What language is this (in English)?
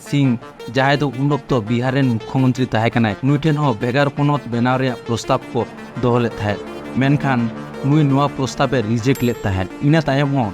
Santali